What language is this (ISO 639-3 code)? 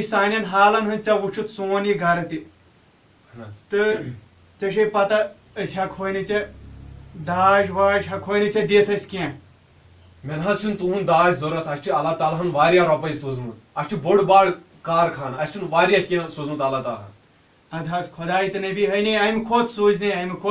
kas